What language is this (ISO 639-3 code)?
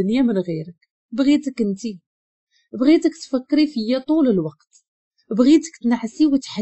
ary